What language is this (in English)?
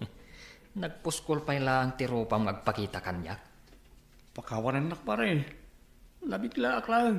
Iloko